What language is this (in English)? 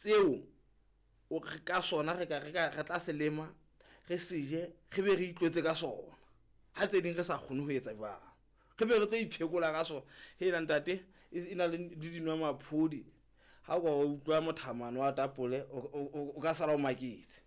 Southern Sotho